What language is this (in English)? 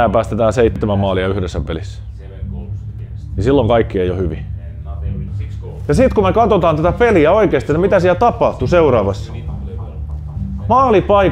Finnish